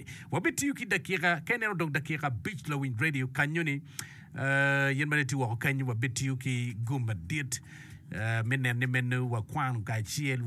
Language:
Acoli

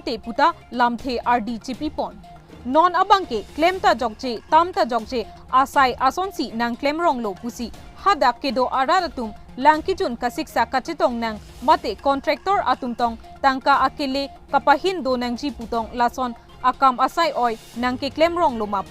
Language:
Karbi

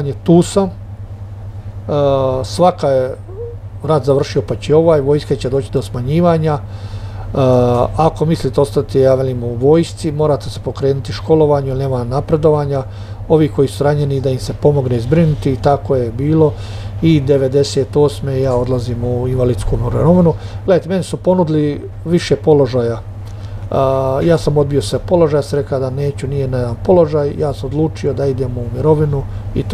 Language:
Croatian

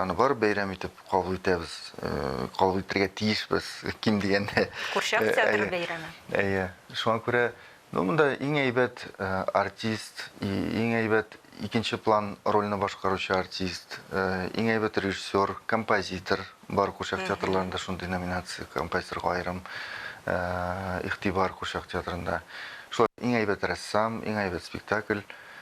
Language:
Tatar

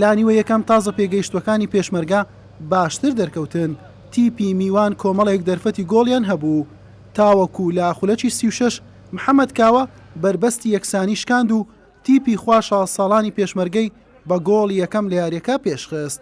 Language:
Central Kurdish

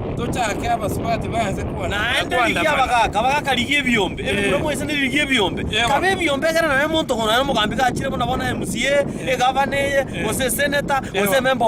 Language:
Gusii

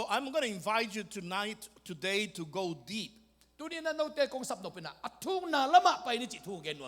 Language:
Tedim Chin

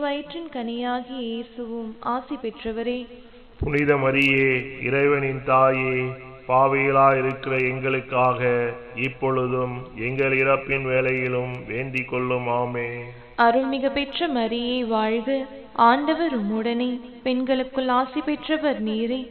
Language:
Tamil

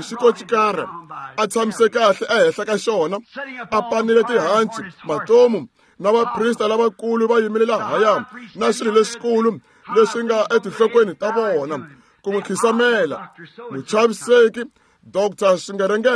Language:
Tsonga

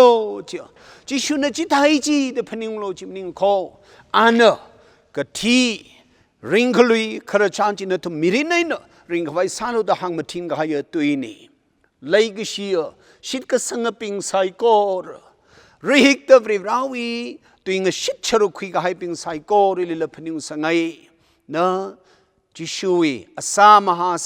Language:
Tangkhul Naga (India)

